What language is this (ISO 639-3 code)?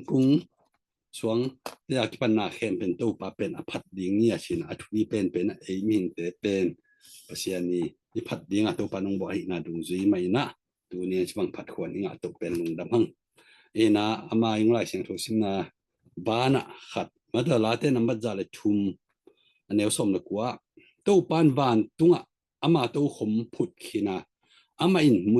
ctd